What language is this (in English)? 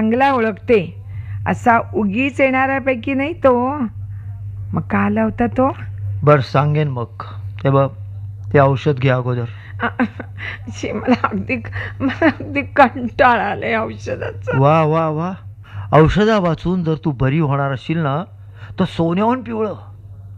Marathi